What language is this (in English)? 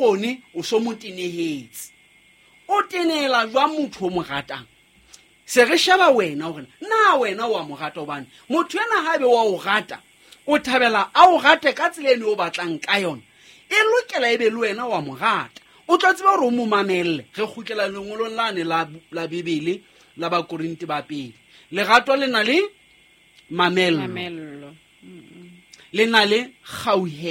Southern Sotho